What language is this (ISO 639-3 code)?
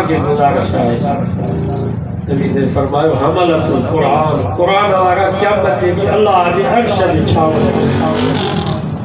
snd